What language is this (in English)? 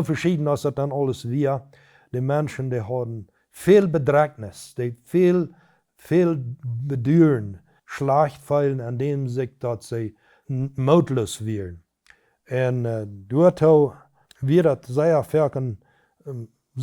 Plautdietsch